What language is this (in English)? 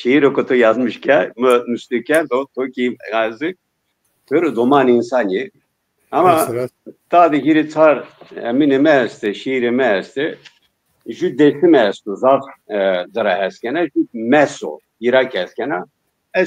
Zaza